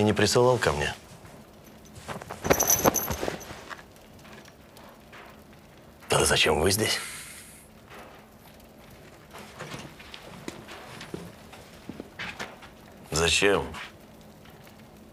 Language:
Russian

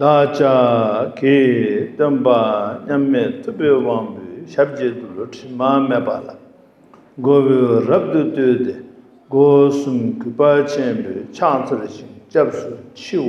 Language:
Tibetan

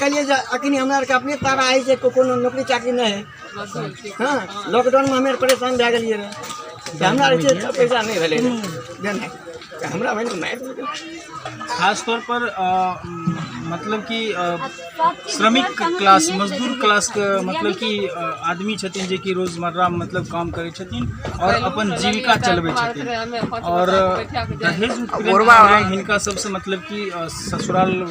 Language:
Maithili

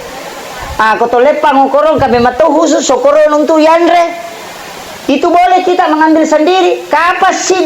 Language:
Buginese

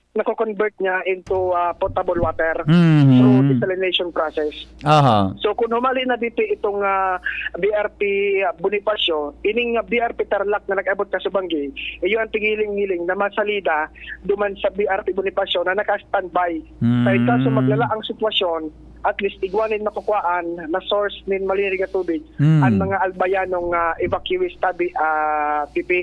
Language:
Bikol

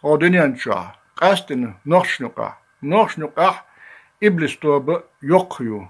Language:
Chechen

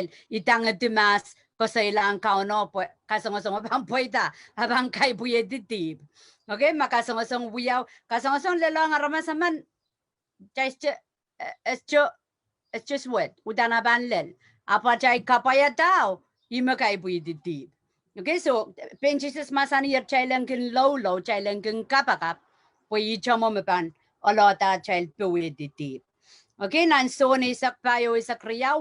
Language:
Pohnpeian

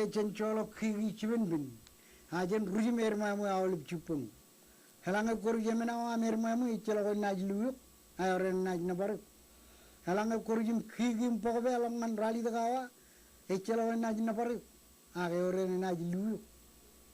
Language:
Marshallese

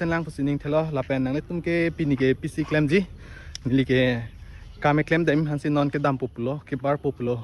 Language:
Karbi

